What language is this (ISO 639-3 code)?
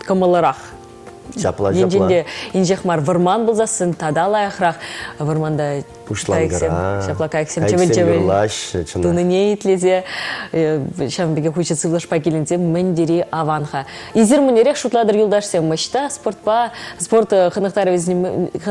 chv